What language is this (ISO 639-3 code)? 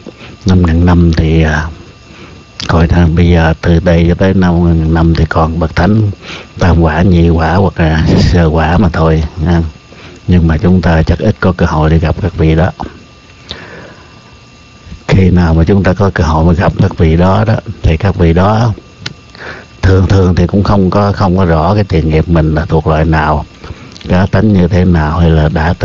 vie